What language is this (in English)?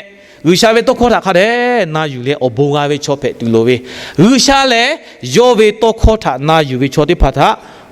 Lahu